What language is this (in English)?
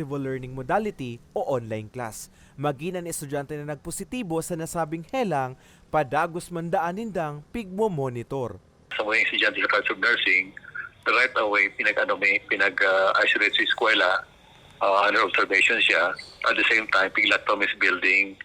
Bikol